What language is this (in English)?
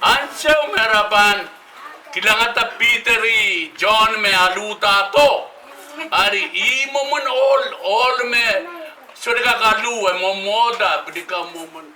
Pohnpeian